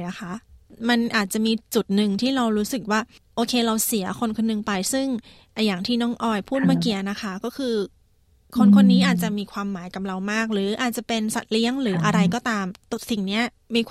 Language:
Thai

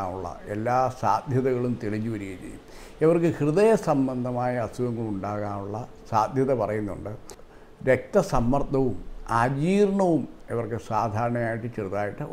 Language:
Malayalam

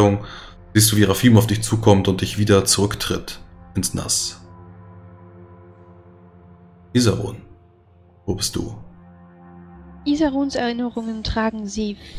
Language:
German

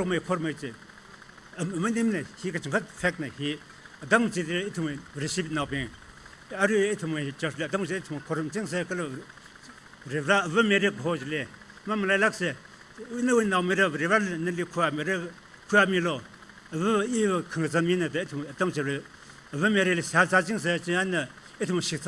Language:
Tangkhul Naga (India)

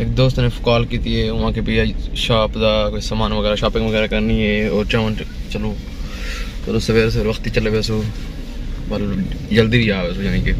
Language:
Saraiki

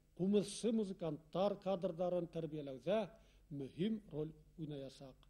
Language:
Bashkir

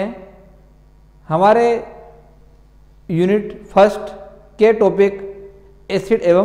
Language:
Hindi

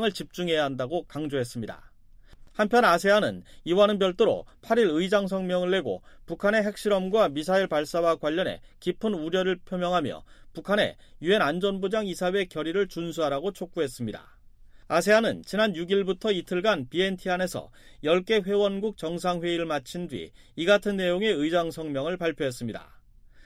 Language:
Korean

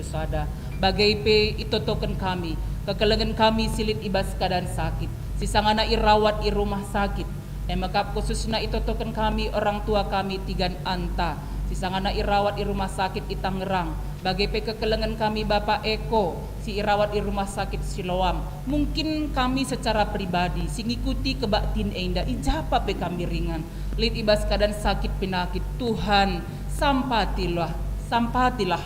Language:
Batak Karo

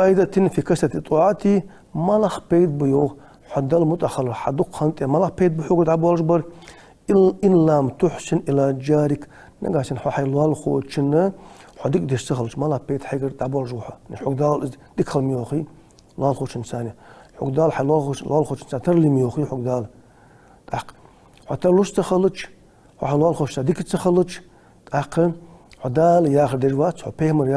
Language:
Ingush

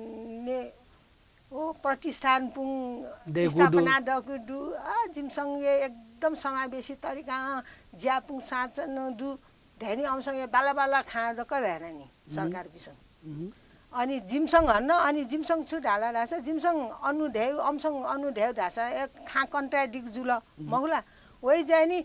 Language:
Newari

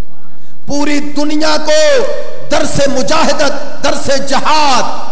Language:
Urdu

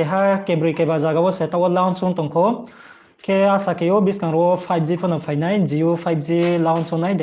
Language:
Riang (India)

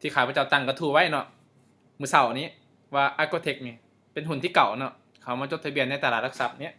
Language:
Lao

